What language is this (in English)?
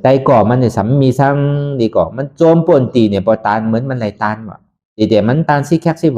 Shan